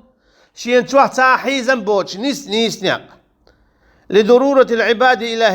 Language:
Chechen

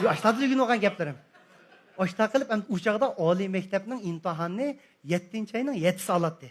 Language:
Uyghur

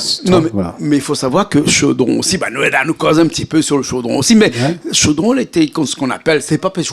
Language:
Réunion Creole French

